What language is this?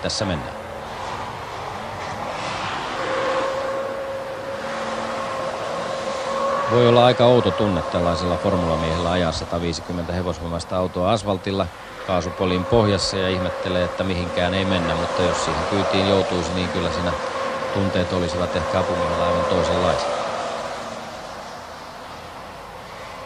Finnish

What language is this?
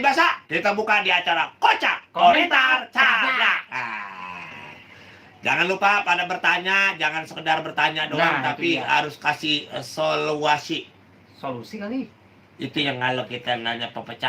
Betawi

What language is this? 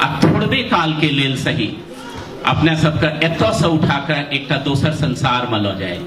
Maithili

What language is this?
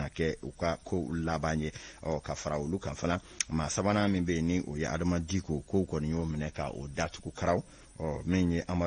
Bambara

